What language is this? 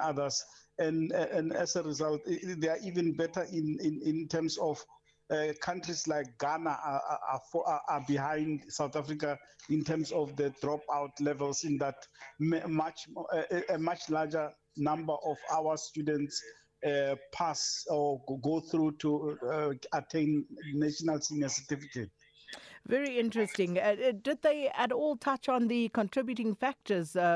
English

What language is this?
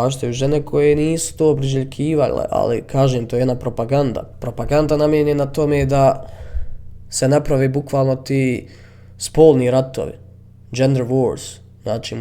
Bosnian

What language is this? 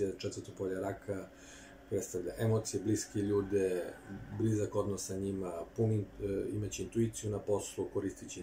Serbian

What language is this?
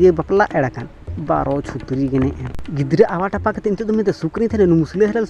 Santali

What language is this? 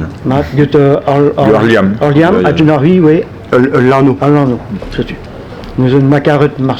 Breton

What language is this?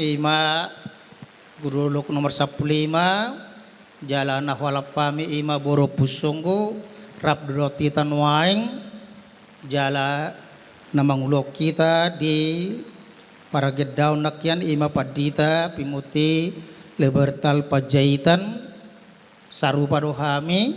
Batak Toba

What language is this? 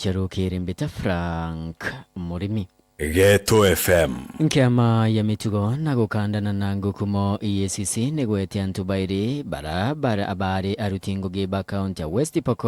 Meru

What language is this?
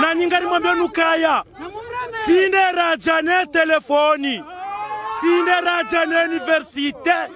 Ngazidja Comorian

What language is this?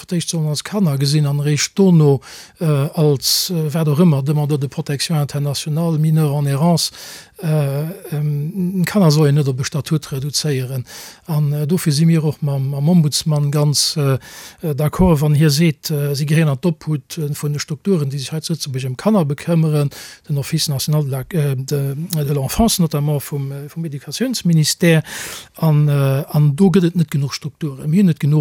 Luxembourgish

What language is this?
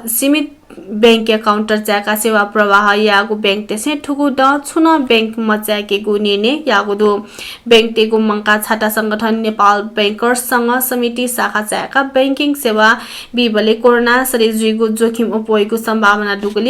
Newari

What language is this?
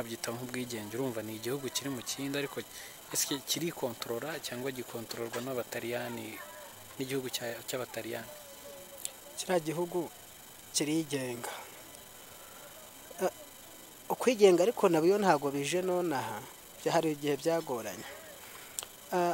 Kinyarwanda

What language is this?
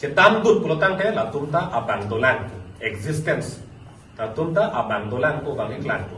Karbi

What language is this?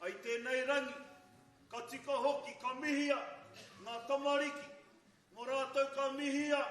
Māori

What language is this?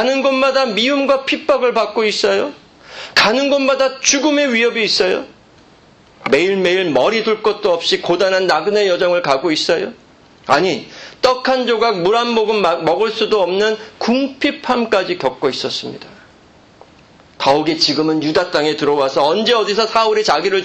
Korean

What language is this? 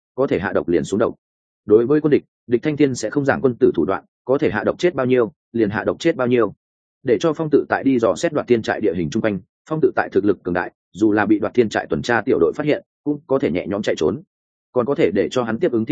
Vietnamese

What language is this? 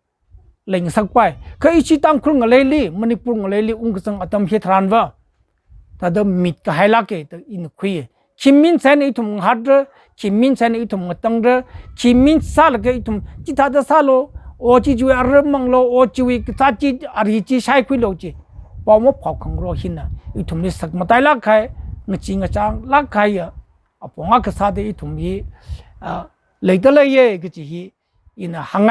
Tangkhul Naga (India)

